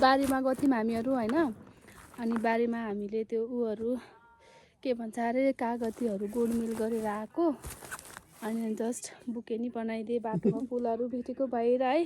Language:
Nepali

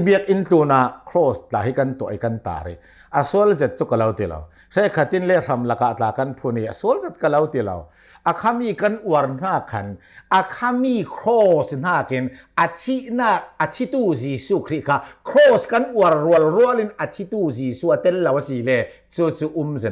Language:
Hakha Chin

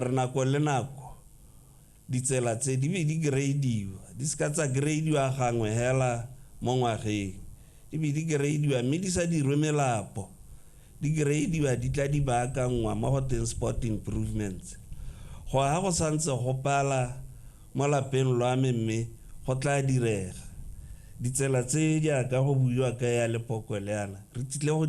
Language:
Tswana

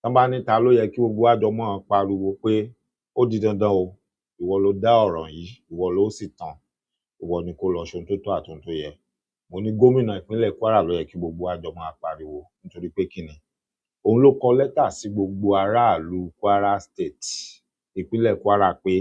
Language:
Yoruba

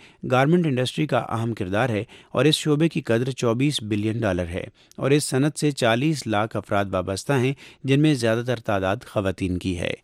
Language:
Urdu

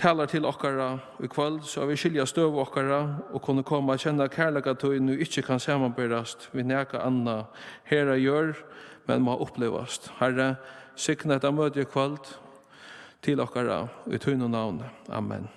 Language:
Faroese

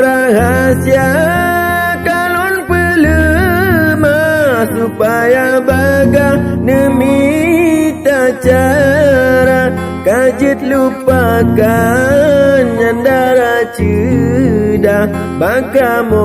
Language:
Achinese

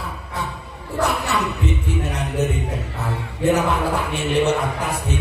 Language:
Madurese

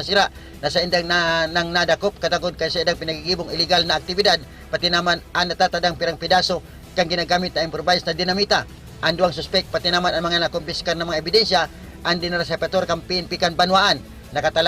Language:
Bikol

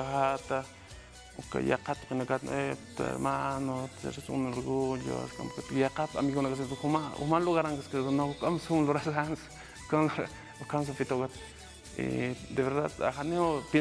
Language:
Aymara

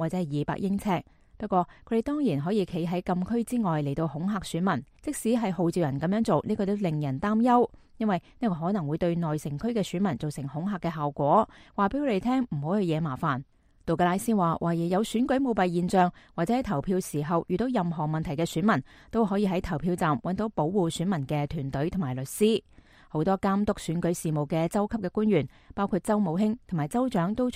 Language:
Cantonese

